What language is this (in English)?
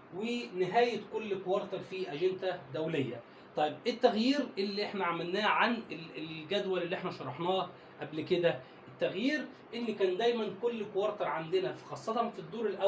Egyptian Arabic